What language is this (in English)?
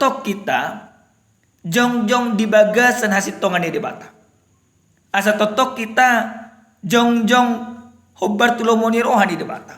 Batak Toba